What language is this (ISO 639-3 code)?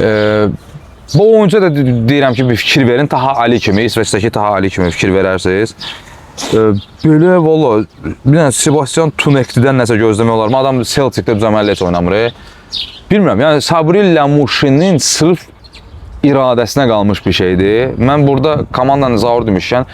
aze